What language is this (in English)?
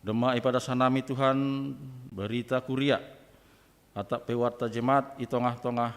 Batak Simalungun